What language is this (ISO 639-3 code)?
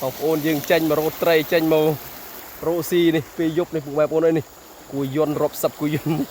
khm